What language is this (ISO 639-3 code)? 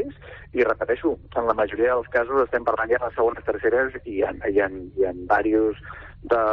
cat